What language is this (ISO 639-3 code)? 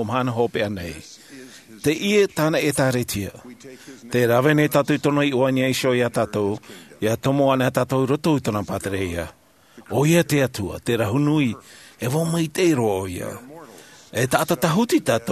tah